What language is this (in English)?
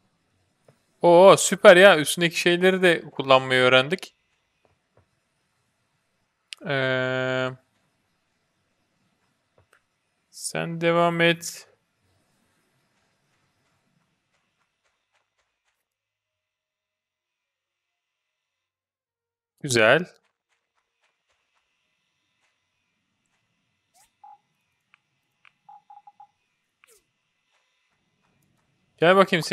Turkish